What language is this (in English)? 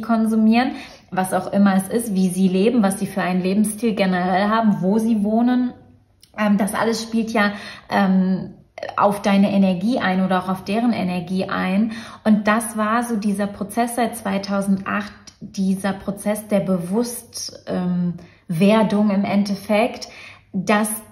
German